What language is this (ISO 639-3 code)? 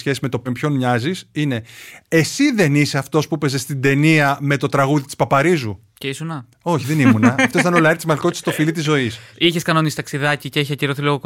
ell